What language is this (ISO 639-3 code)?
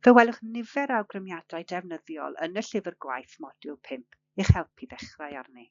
cym